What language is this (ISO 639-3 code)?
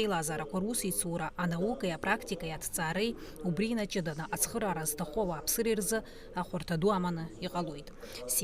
abk